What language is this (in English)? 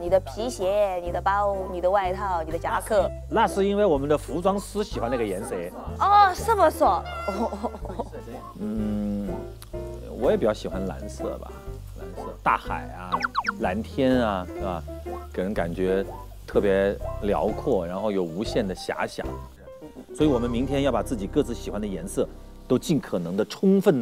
Chinese